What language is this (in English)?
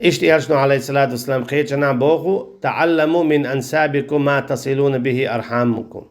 Chechen